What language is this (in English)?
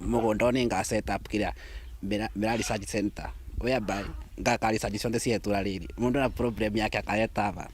Meru